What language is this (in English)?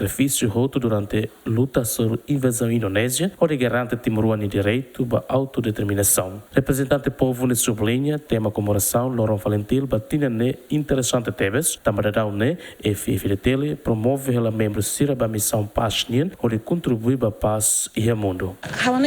Tetum